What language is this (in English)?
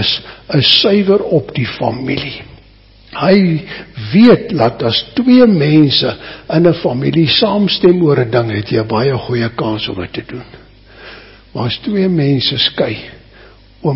Afrikaans